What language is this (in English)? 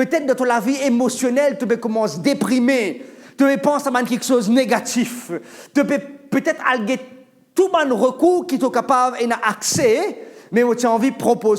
Morisyen